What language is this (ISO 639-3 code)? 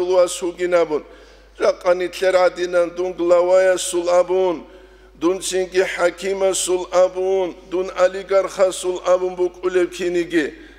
ava